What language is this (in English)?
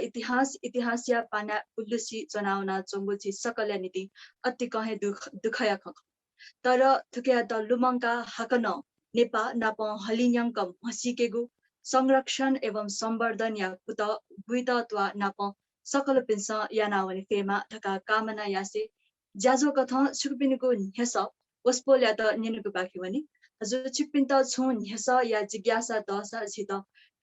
Newari